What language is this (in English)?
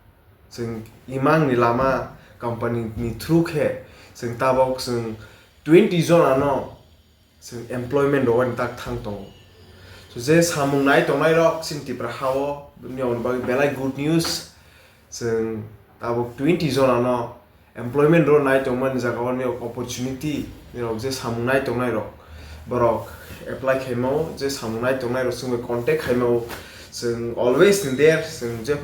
Kok Borok